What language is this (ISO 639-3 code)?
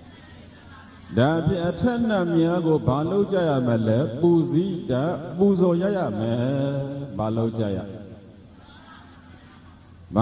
mya